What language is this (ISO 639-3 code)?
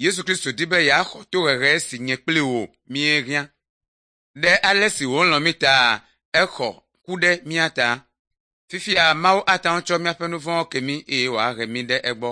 ewe